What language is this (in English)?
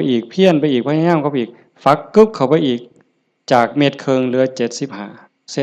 Lao